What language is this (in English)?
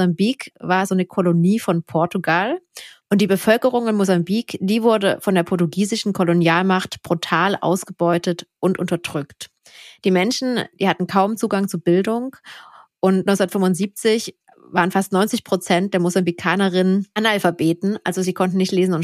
German